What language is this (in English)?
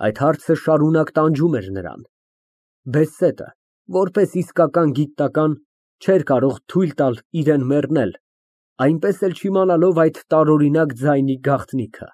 Armenian